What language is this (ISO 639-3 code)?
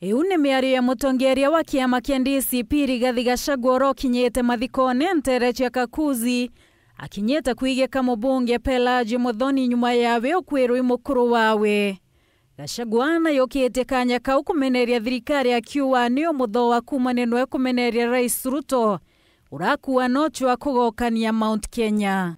mer